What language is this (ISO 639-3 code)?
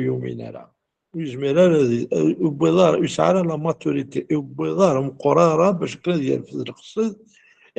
kab